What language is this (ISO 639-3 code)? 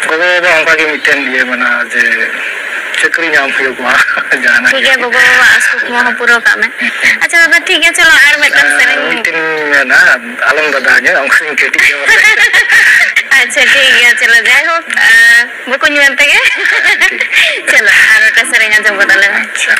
sat